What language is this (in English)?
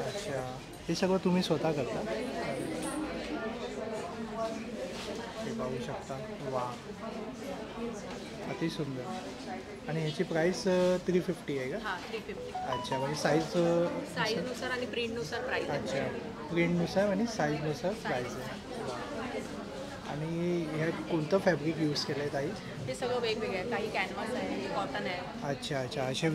Marathi